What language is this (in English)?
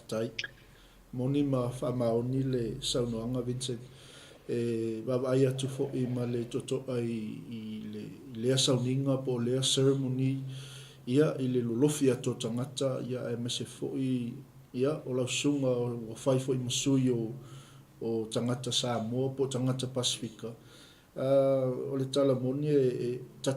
Samoan